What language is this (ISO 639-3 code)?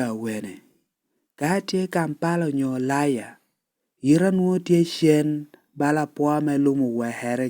laj